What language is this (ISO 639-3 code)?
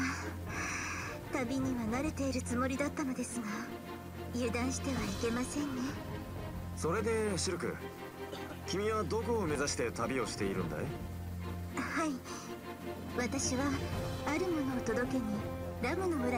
jpn